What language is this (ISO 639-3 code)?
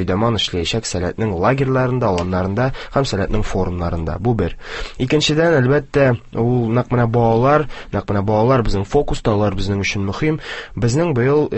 tat